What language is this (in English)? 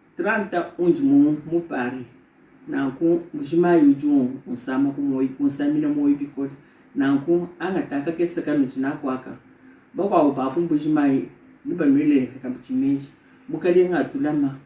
Luba-Lulua